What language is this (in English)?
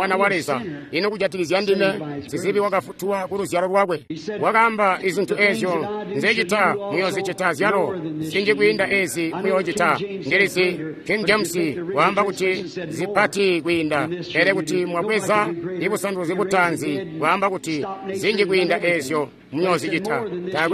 Tonga (Zambia)